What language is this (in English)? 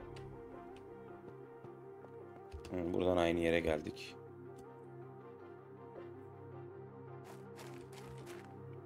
Turkish